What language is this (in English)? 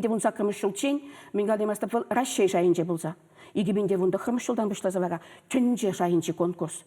Chuvash